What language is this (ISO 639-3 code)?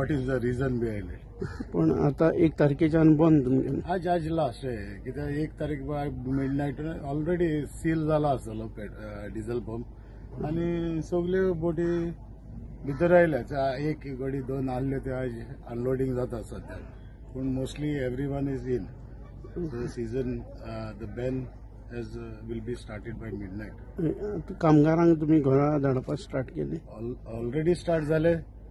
kok